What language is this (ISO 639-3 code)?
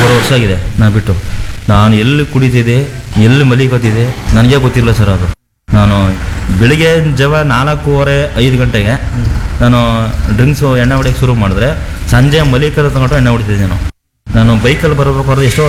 kan